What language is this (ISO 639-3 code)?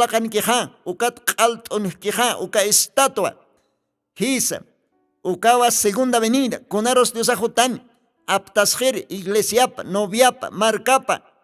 aym